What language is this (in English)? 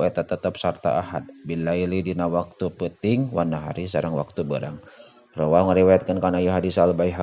Sundanese